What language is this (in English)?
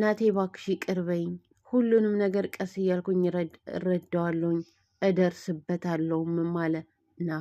Amharic